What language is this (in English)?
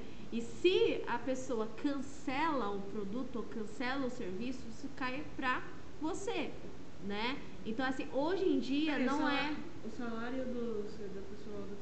Portuguese